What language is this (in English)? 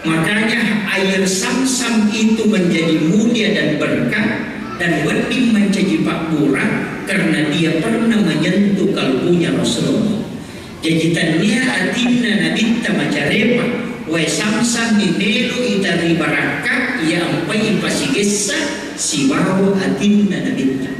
Buginese